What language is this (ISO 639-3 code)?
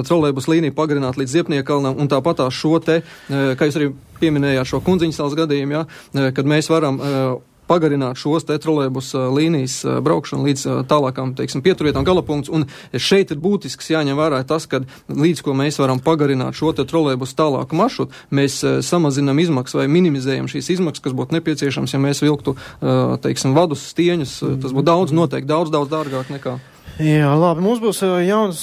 lav